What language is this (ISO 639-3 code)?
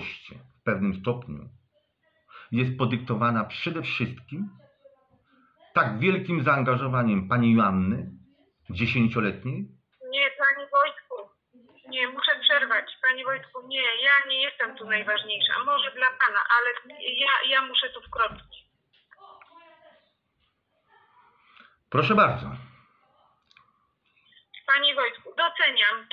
pol